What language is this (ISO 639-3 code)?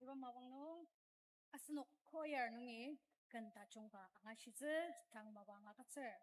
njo